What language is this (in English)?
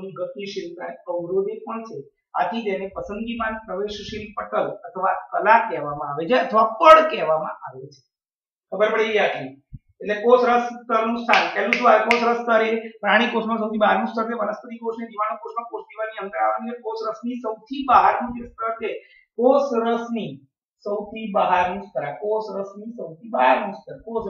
Gujarati